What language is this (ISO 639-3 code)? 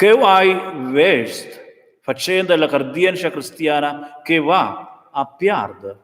roh